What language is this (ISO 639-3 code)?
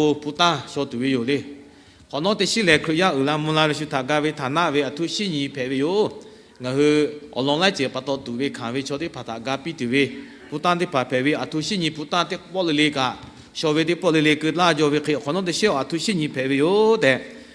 lhu